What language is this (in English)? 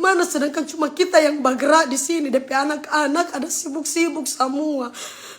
Manado Malay